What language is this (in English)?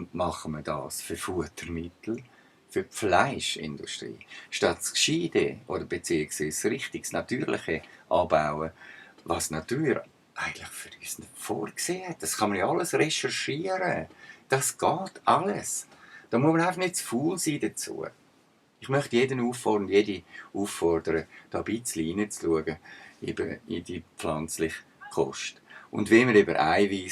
Swiss German